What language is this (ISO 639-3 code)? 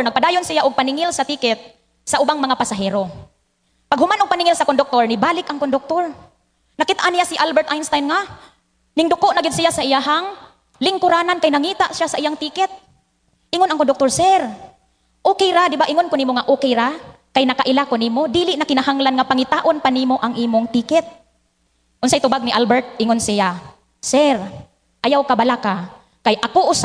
ceb